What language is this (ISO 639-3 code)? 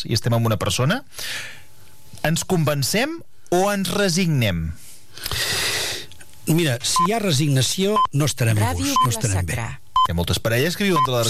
cat